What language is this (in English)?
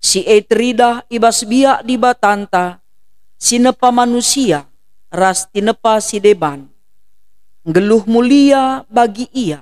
Batak Karo